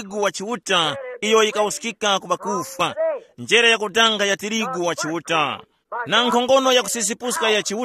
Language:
Tumbuka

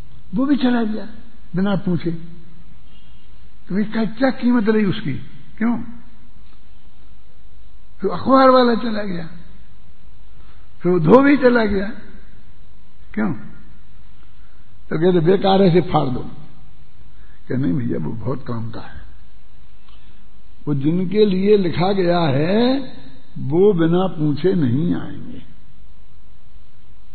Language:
Hindi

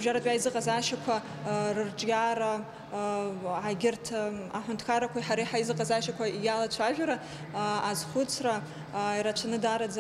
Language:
Abkhazian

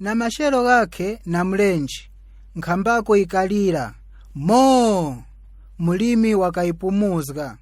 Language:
Nyanja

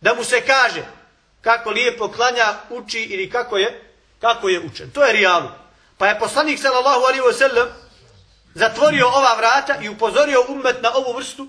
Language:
Bosnian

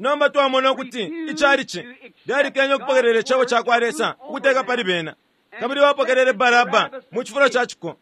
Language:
Bemba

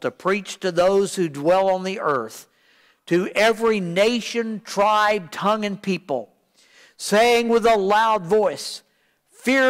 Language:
English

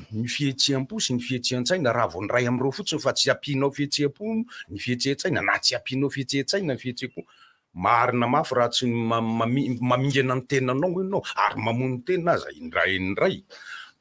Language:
Malagasy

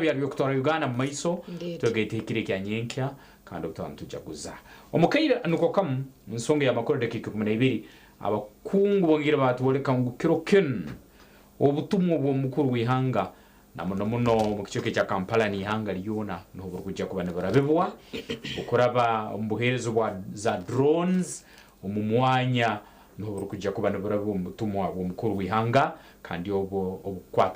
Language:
Nyankole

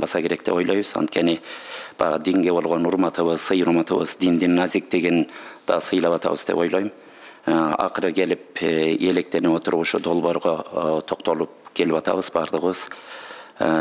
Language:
Kyrgyz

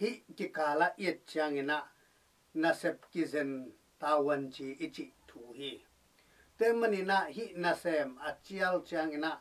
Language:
Tedim Chin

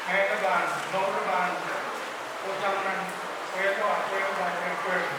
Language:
Pohnpeian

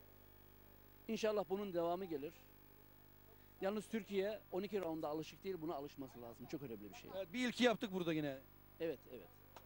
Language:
Turkish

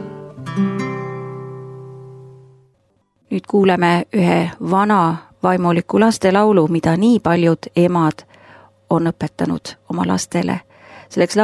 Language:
Estonian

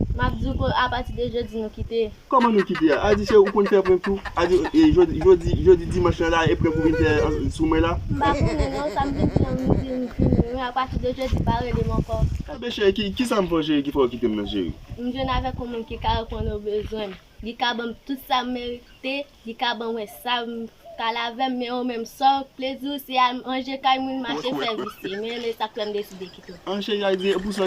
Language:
Haitian Creole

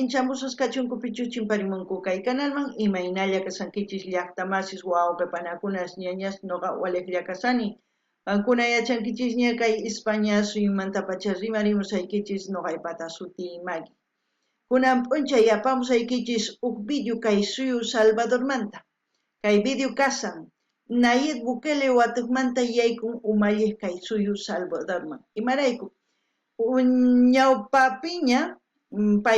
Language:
South Bolivian Quechua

